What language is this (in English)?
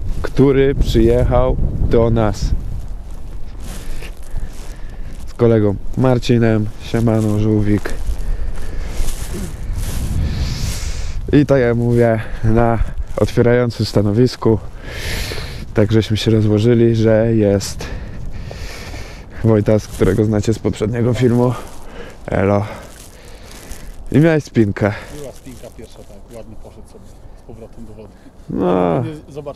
Polish